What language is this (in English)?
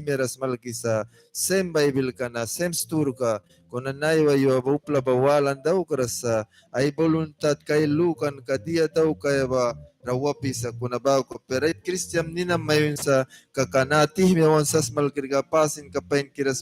Mískito